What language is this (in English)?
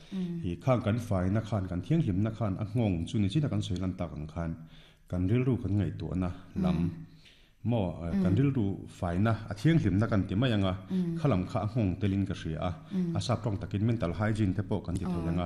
Mizo